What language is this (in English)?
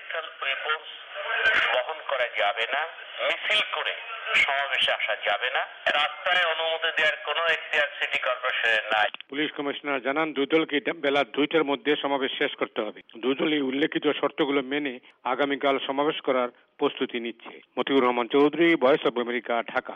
Bangla